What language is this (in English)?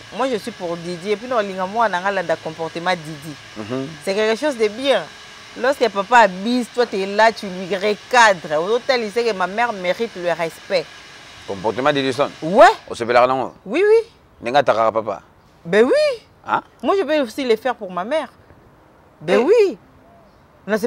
Lingala